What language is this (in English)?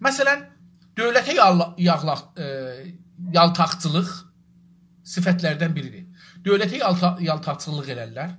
South Azerbaijani